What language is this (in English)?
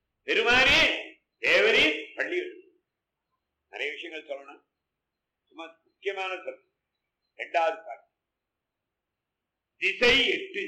Tamil